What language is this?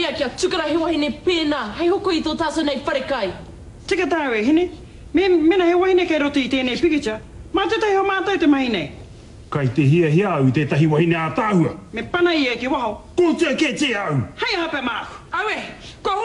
Māori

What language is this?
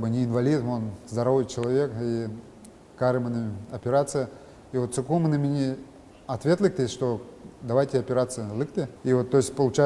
Udmurt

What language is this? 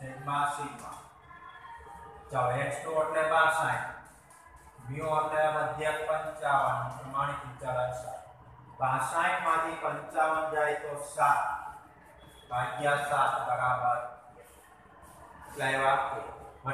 Gujarati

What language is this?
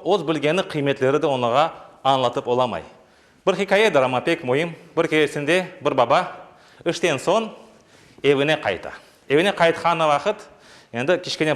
Crimean Tatar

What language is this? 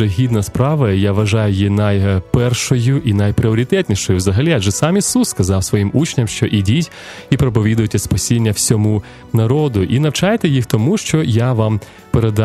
Ukrainian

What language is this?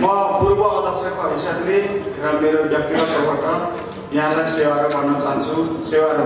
Nepali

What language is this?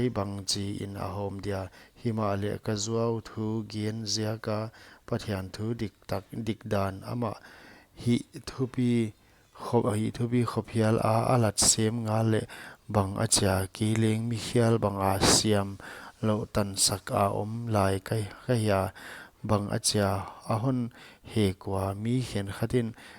Paite Chin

